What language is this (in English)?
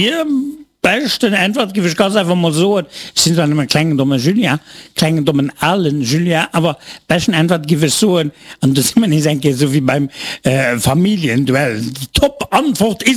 Luxembourgish